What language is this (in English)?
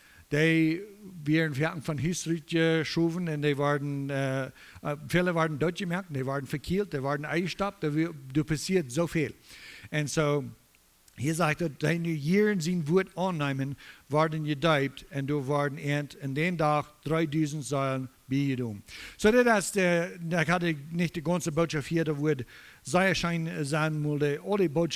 Plautdietsch